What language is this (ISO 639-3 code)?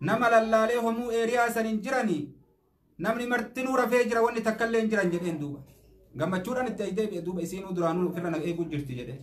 orm